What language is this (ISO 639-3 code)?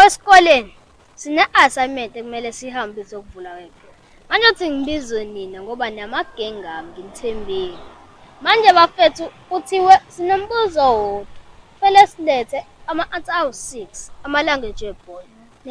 zul